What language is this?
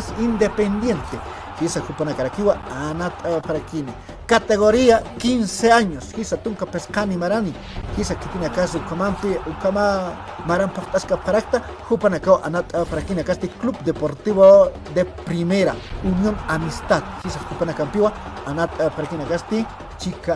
Aymara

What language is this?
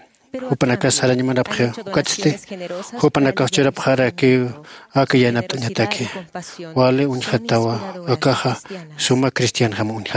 Aymara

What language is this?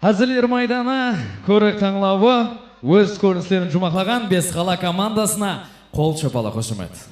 Kara-Kalpak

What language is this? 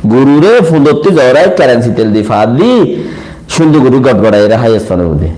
Rohingya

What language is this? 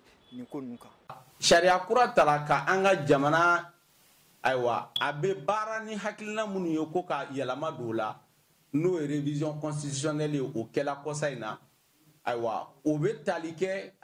Bambara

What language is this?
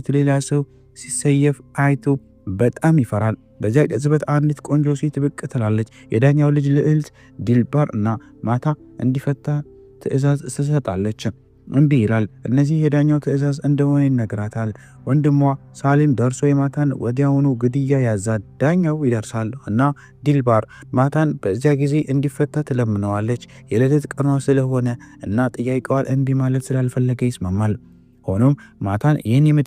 Amharic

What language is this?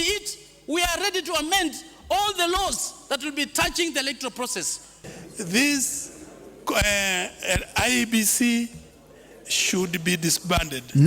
Kikuyu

